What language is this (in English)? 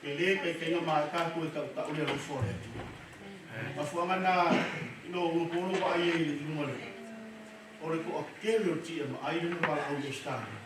Samoan